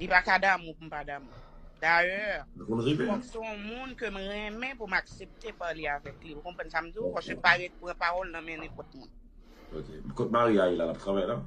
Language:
Haitian Creole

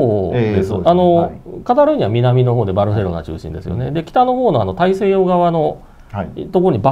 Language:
Japanese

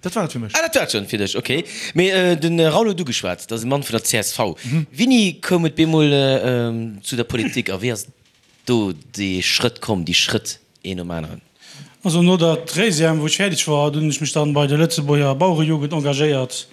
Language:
Luxembourgish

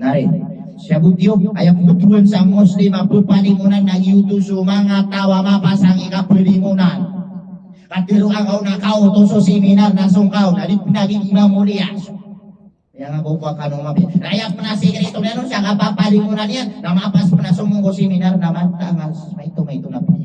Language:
Maranao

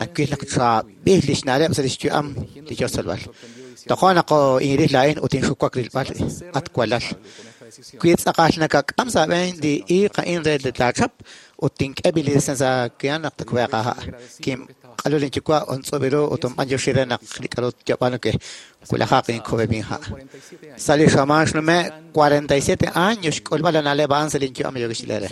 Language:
Kekchí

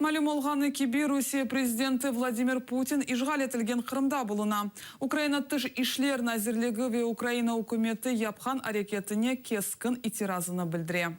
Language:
Crimean Tatar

